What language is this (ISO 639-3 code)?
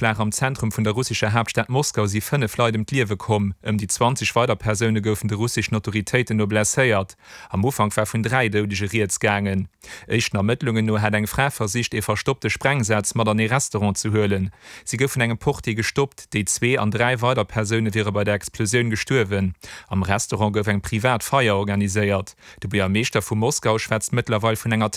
ltz